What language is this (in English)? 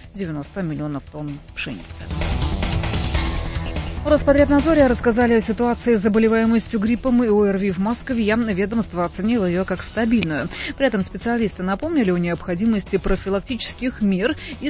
Russian